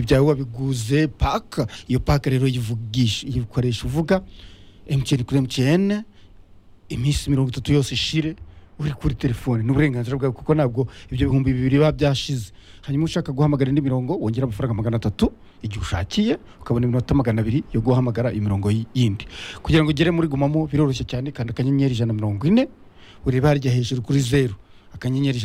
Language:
Kinyarwanda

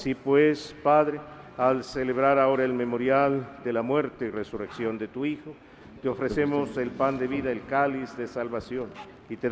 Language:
Spanish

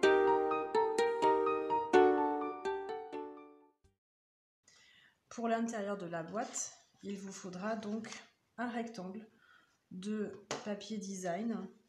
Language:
French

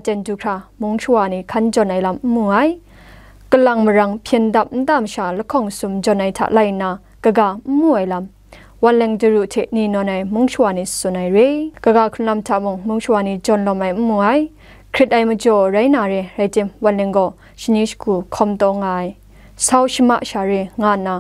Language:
Kachin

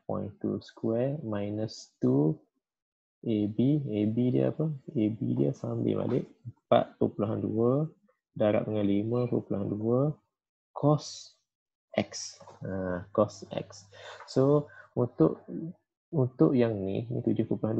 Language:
Malay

